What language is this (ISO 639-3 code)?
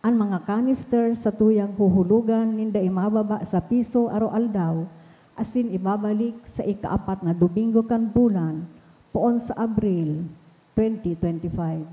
bik